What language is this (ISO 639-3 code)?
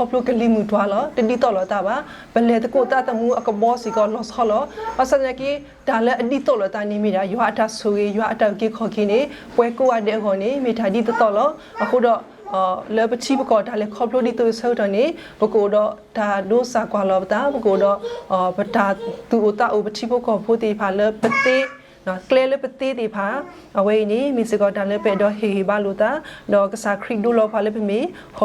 ksw